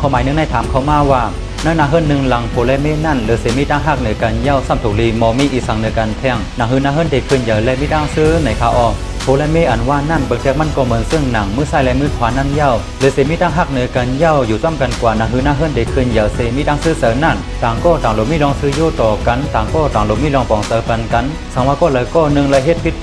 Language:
Shan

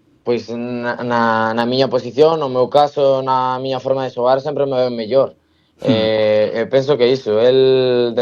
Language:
Galician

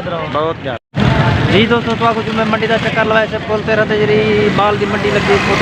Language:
Saraiki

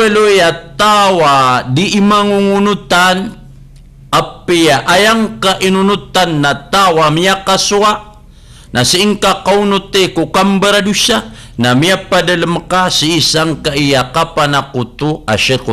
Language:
Maranao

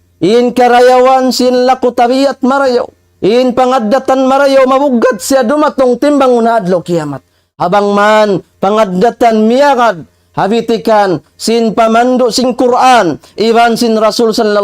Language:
Tausug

